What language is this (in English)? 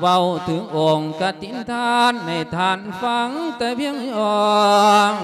Lao